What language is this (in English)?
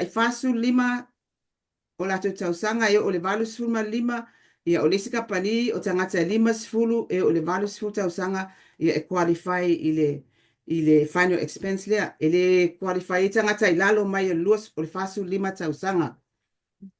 Samoan